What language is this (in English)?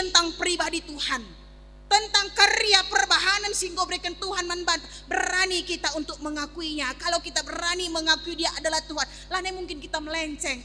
Batak Karo